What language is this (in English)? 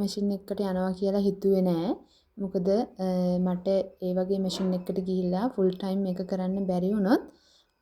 Sinhala